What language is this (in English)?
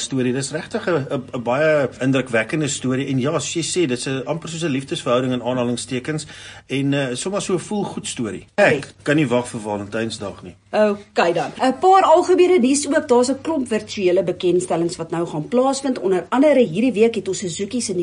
Afrikaans